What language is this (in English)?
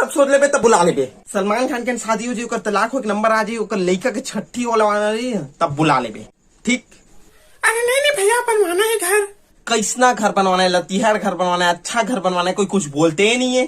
Chhattisgarhi